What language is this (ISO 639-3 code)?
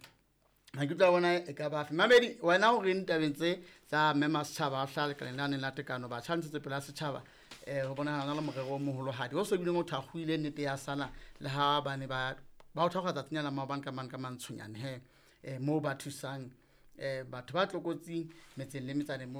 sot